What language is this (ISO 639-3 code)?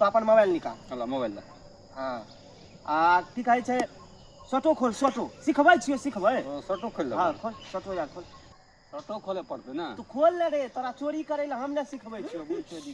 mai